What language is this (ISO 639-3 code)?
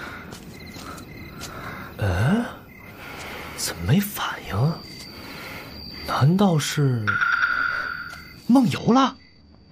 zho